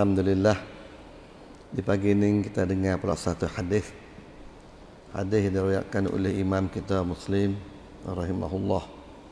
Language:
Malay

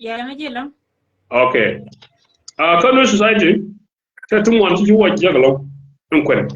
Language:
Nuer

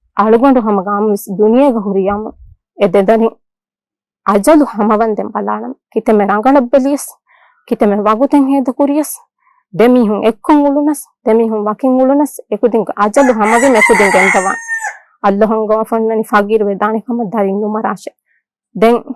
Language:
Divehi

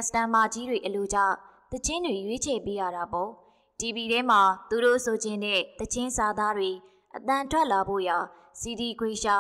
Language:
Burmese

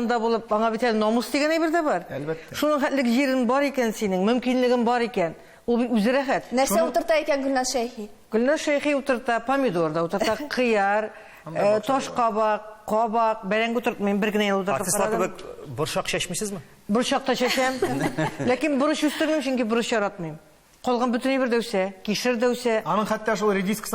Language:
Tatar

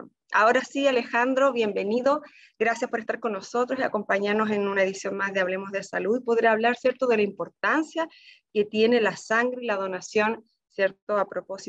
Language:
Spanish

